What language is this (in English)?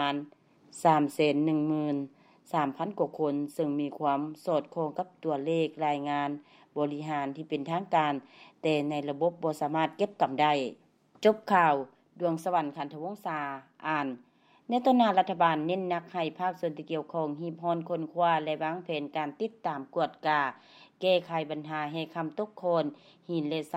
Lao